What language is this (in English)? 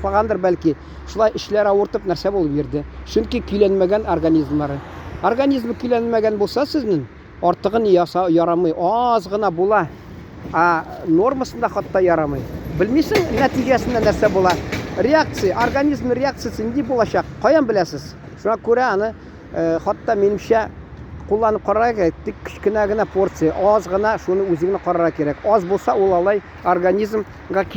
Tatar